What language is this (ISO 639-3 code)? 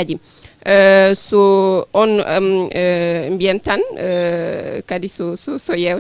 ful